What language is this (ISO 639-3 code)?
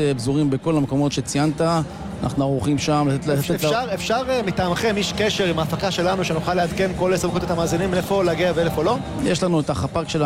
heb